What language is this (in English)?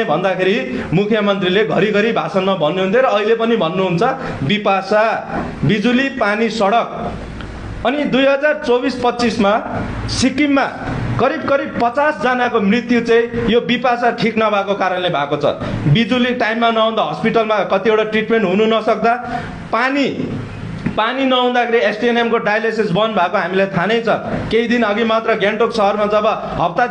Nepali